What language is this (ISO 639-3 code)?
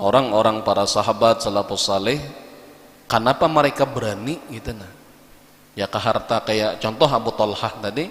bjn